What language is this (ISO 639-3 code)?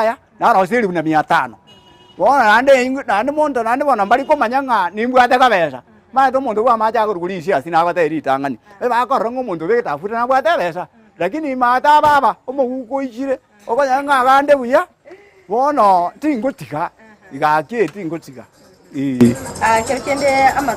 guz